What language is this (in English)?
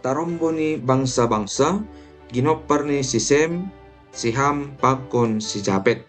Batak Simalungun